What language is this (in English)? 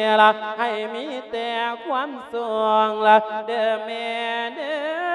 Lao